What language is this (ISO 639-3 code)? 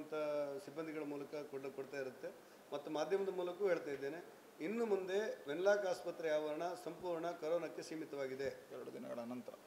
kan